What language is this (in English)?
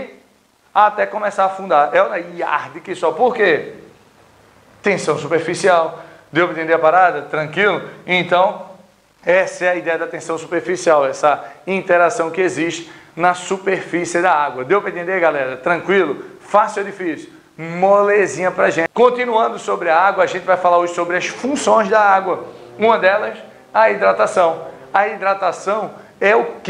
Portuguese